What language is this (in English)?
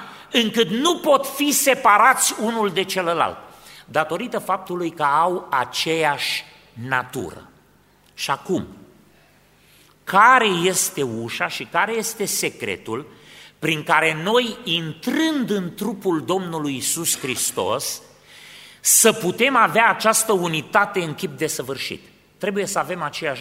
Romanian